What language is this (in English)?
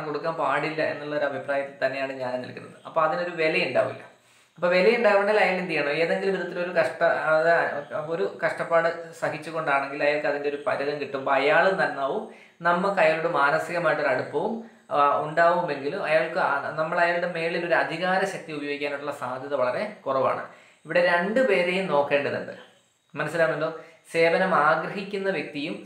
Malayalam